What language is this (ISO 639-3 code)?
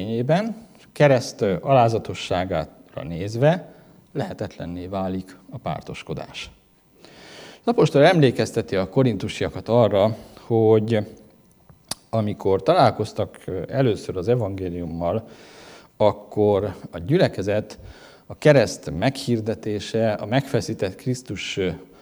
hun